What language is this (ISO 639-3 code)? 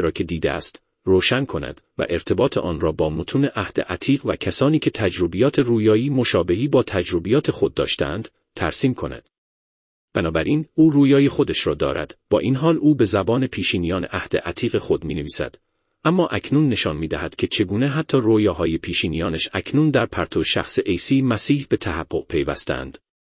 fas